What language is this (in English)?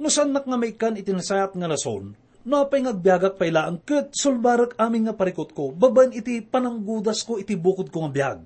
Iloko